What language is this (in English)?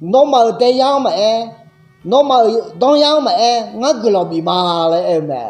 Akha